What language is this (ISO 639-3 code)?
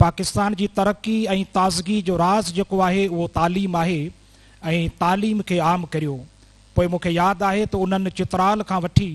snd